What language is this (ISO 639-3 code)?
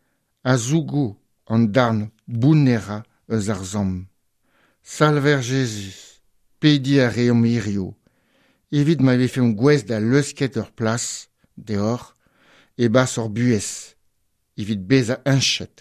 bre